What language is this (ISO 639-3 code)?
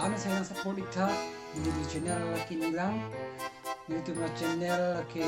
mjw